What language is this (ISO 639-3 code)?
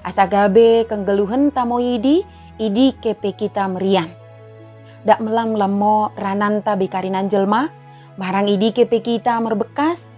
btd